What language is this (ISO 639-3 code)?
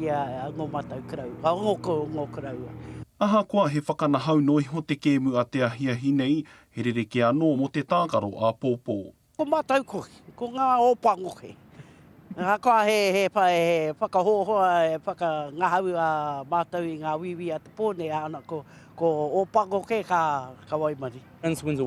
mri